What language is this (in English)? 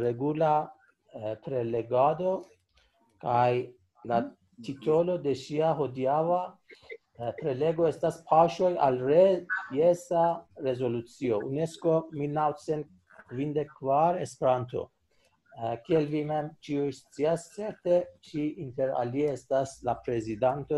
Esperanto